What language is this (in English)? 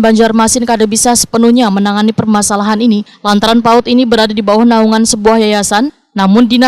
Banjar